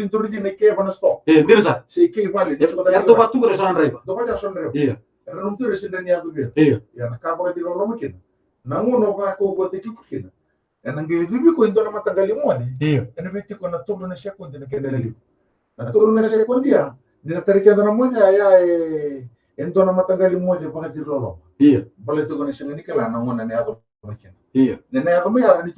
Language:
Fijian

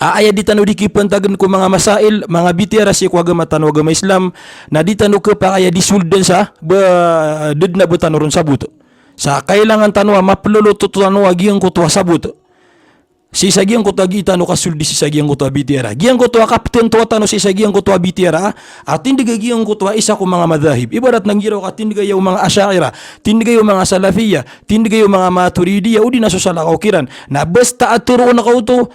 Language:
Maranao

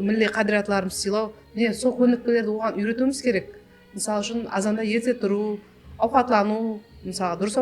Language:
Kara-Kalpak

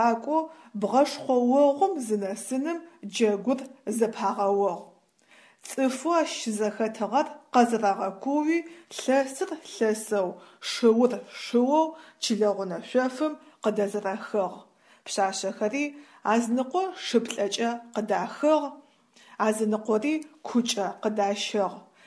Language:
Adyghe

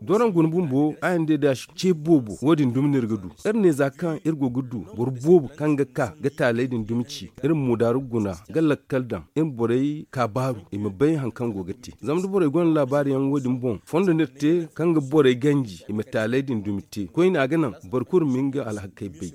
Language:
Zarma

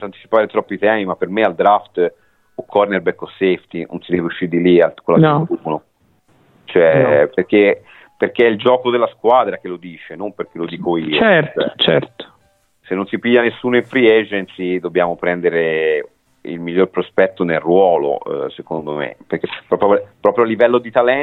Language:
Italian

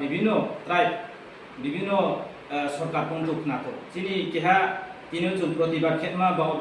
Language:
Riang (India)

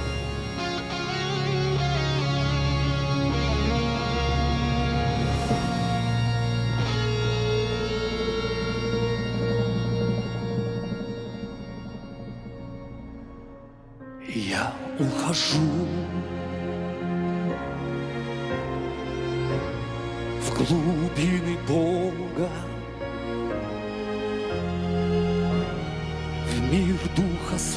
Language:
Russian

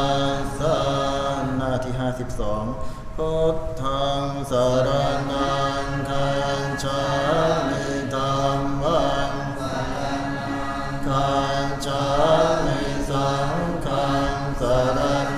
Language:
Pali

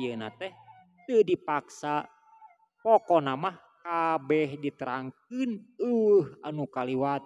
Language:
Sundanese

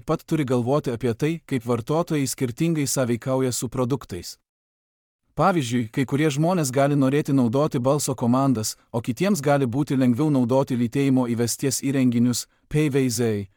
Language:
Lithuanian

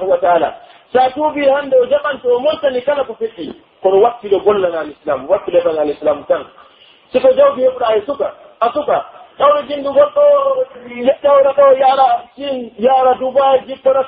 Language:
Pular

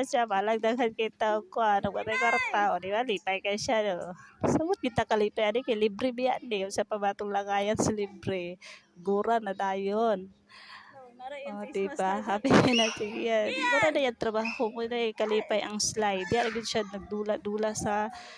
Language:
Cebuano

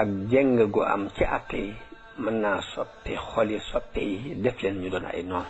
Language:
Wolof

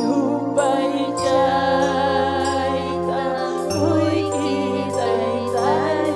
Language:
Ayacucho Quechua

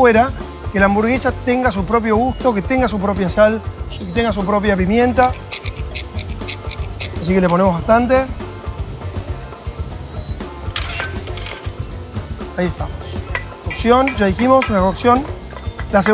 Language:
Spanish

